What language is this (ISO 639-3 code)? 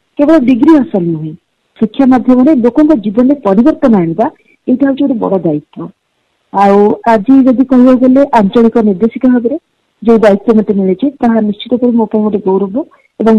ori